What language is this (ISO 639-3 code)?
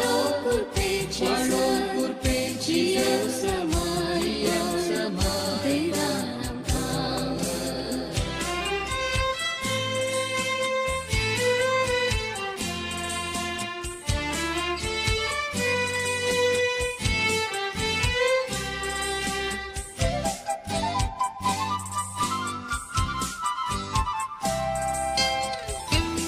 kok